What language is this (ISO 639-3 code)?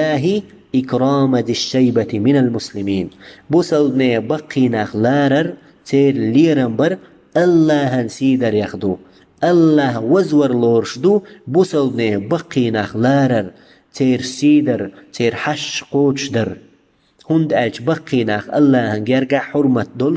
che